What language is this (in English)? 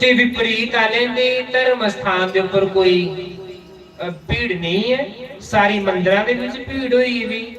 Dogri